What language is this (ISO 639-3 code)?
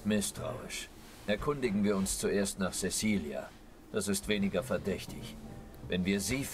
deu